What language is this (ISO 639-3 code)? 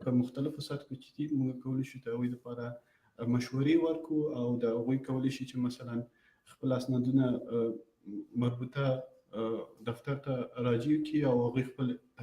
pus